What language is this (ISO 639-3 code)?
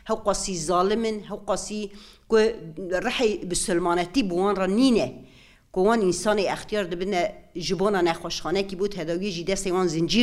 kur